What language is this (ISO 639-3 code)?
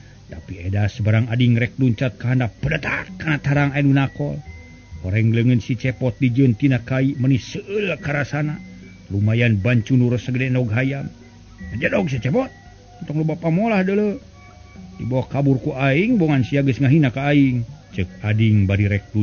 sun